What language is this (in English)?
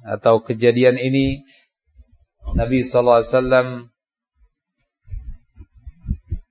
Indonesian